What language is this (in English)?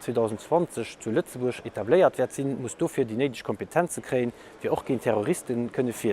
Luxembourgish